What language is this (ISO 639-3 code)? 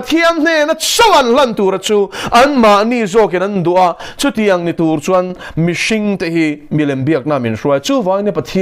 lus